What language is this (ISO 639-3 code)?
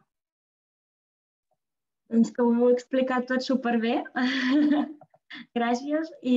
cat